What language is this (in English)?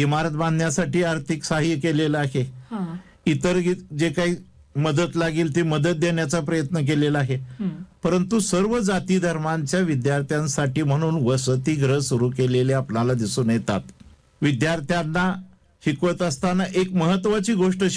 Marathi